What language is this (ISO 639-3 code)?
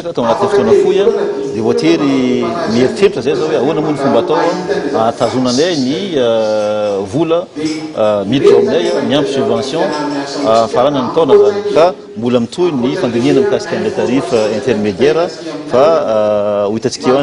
mlg